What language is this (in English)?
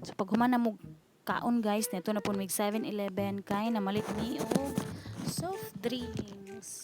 Cebuano